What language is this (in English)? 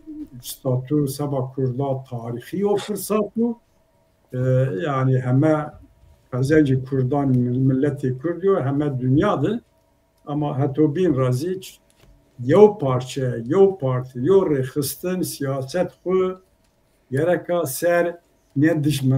Zaza